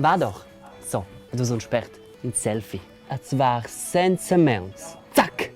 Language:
Romansh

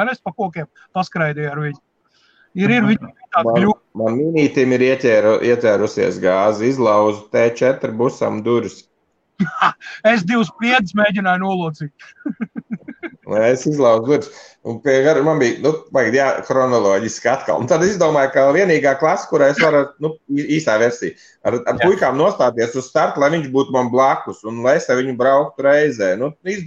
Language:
Latvian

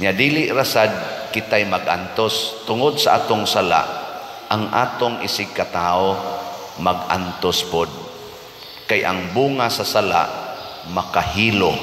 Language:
Cebuano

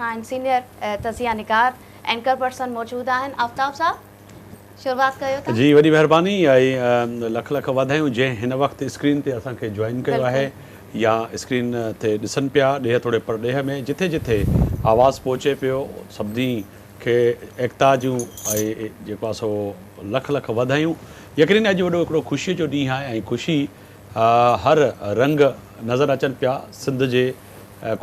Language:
Sindhi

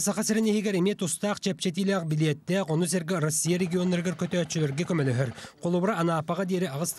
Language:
Yakut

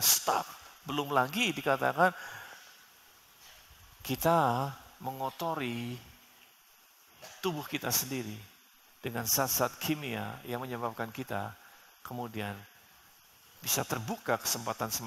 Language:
Indonesian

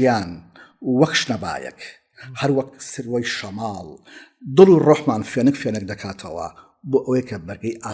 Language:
Central Kurdish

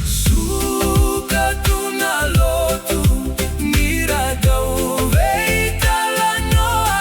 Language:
Fijian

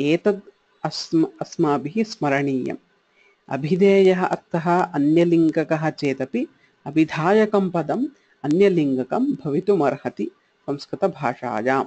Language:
Sanskrit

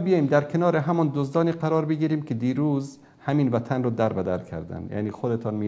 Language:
Persian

